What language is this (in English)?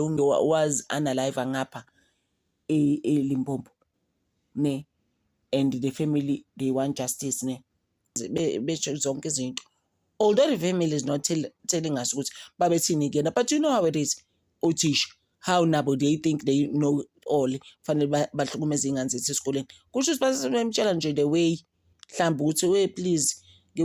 Zulu